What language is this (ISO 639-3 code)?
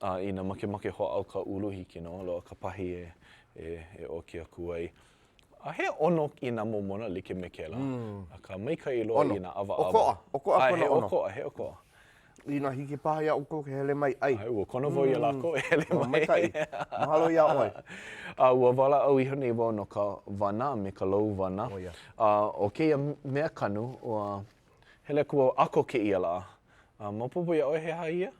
haw